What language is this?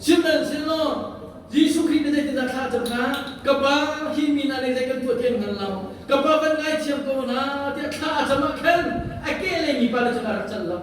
Hakha Chin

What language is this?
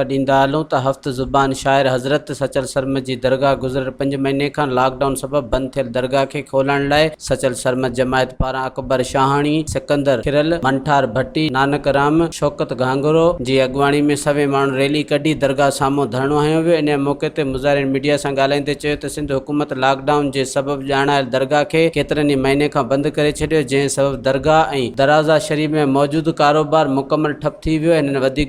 Sindhi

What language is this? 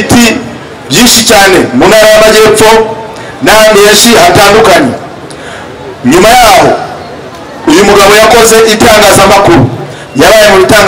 Kinyarwanda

